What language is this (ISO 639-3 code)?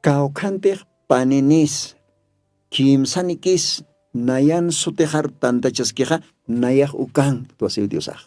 aym